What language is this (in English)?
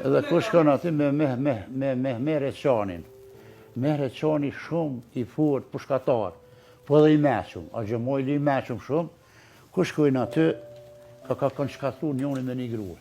Albanian